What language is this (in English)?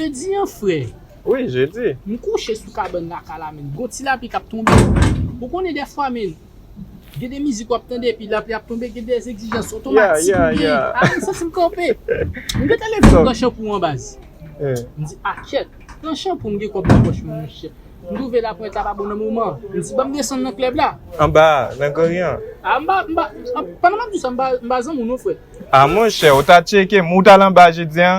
Haitian Creole